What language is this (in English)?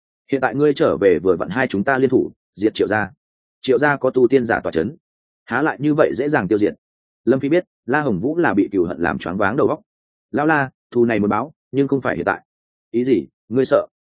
Vietnamese